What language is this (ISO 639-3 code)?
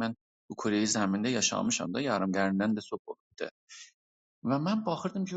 azb